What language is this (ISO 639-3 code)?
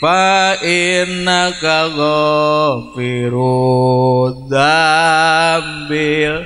sun